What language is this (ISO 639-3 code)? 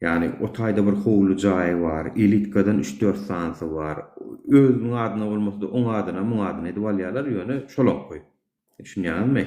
tuk